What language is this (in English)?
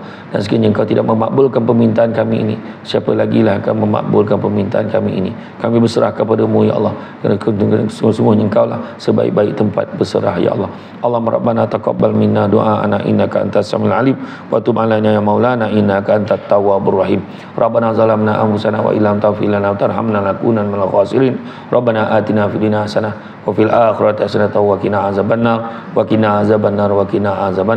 Malay